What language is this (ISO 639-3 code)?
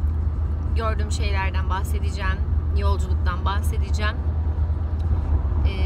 tur